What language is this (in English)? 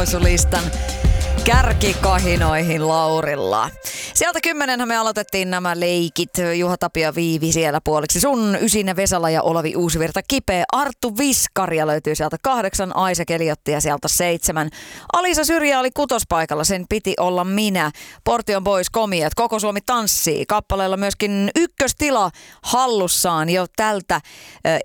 Finnish